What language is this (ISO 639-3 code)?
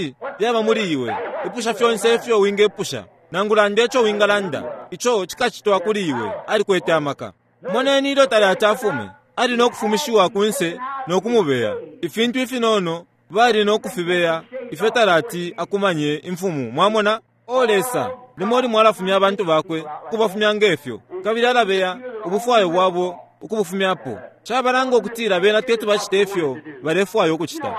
bem